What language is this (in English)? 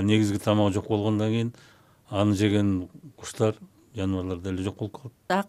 Kyrgyz